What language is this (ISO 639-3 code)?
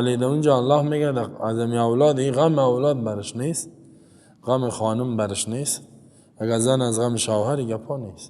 fas